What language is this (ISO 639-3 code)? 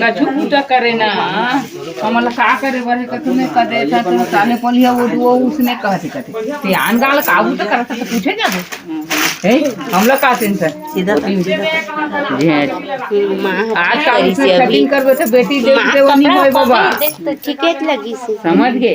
hne